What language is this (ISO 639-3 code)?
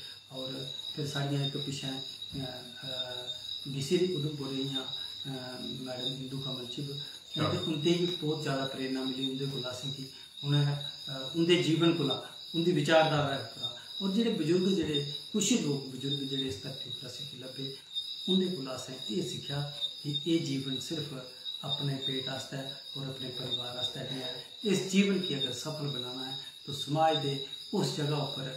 doi